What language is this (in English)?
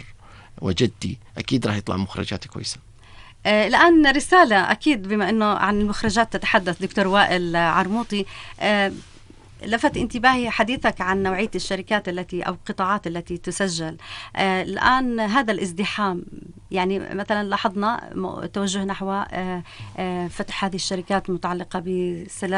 North Levantine Arabic